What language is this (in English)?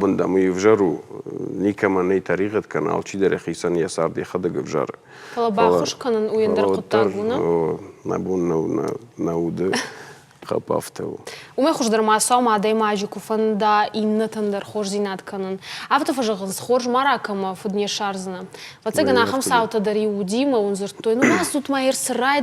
Ossetic